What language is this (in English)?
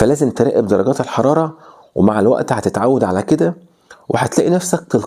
Egyptian Arabic